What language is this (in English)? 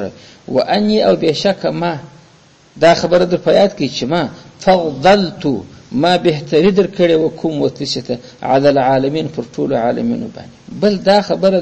Pashto